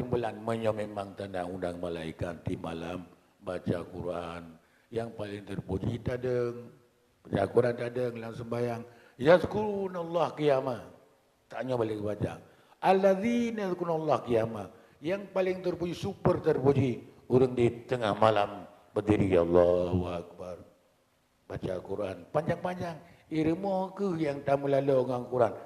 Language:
Achinese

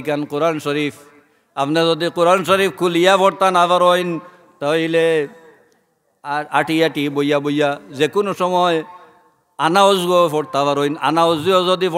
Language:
Sylheti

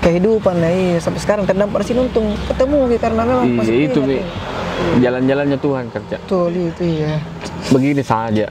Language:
Makassar Malay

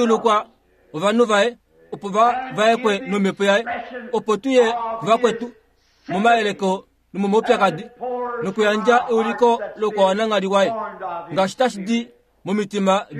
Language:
Kuanyama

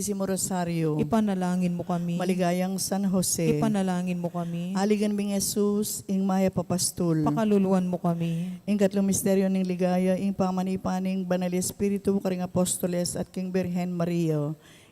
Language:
Pampanga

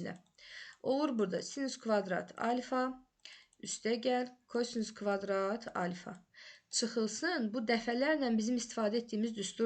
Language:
Azerbaijani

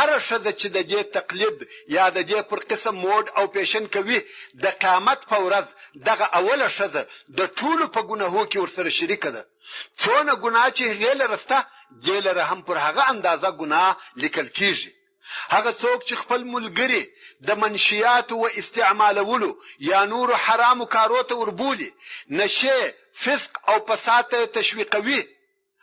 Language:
Pashto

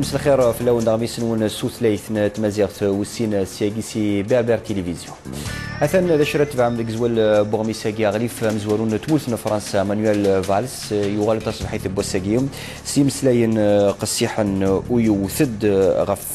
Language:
Kabyle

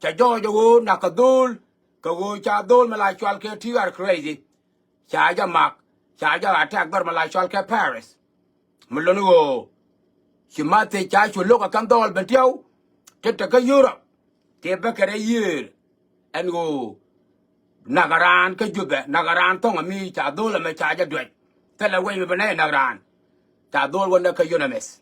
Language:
Nuer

